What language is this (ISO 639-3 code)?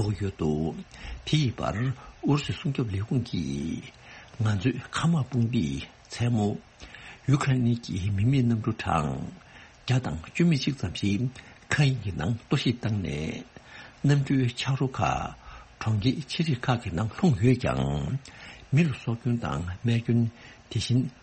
bod